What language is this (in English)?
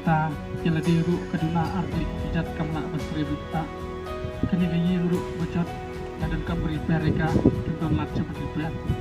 Khasi